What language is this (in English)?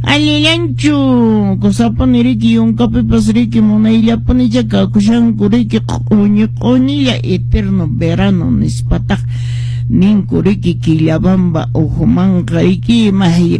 Quechua